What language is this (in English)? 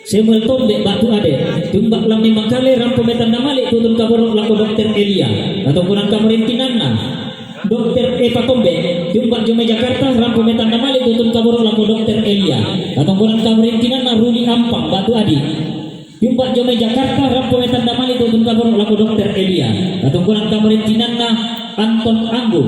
Toraja-Sa'dan